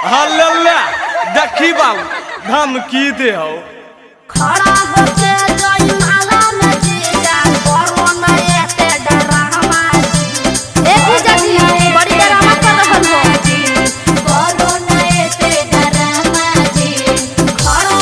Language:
Magahi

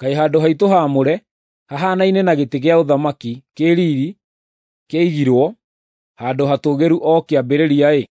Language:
Kikuyu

